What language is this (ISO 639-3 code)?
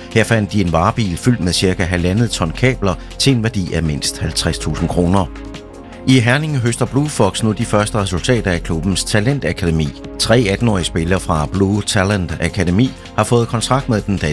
dan